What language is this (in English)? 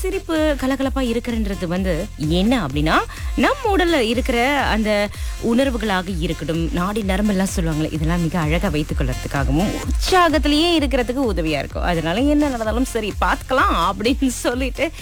Tamil